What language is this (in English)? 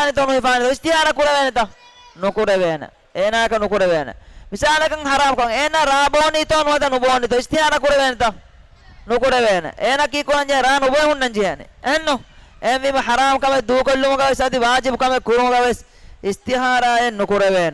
Divehi